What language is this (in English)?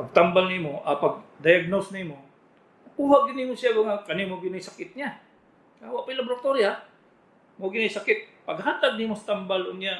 Cebuano